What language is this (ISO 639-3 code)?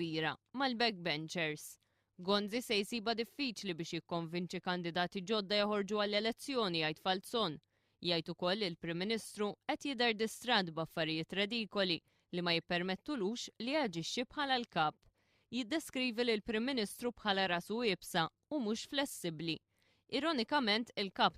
mlt